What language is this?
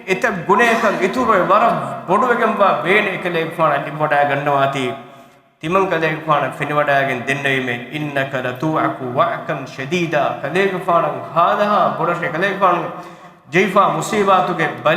Divehi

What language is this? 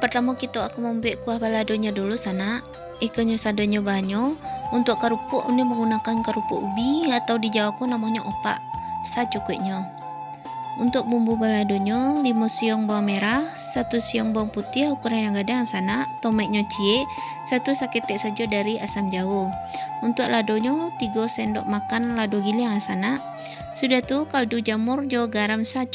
Minangkabau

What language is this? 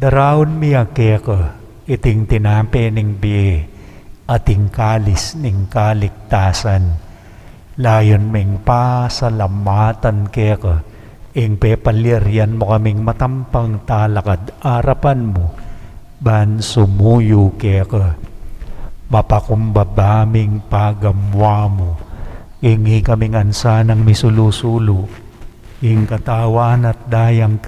Pampanga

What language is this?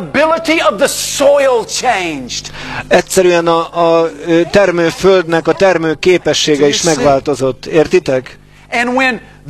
Hungarian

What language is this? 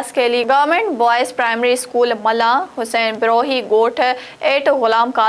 Sindhi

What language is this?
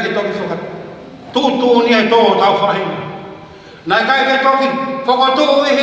Tongan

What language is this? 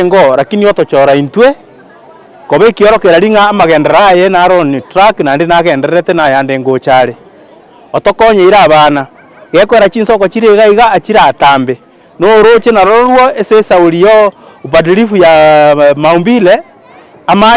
Gusii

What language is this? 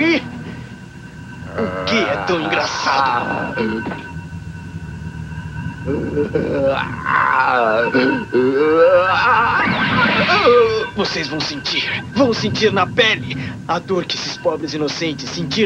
Portuguese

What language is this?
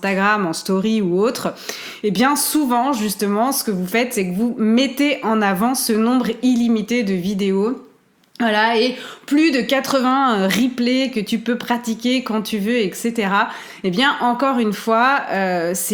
French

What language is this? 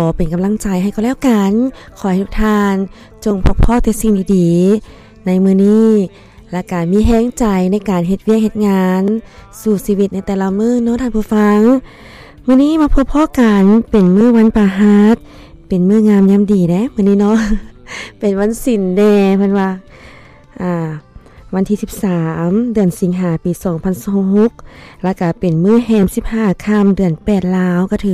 Lao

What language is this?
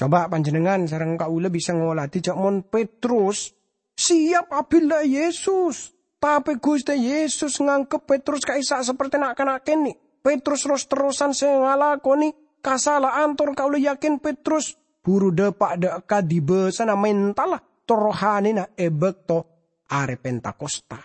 Madurese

